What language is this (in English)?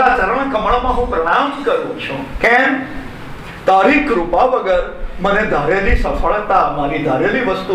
Gujarati